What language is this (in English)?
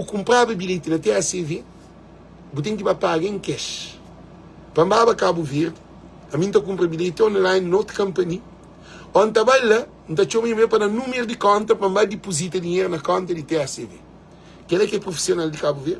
Kabuverdianu